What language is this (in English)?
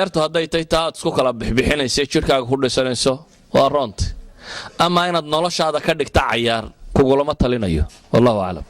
Somali